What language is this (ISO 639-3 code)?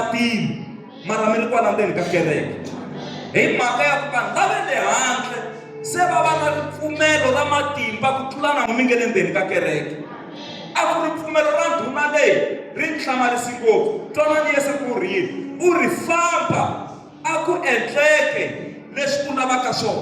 tso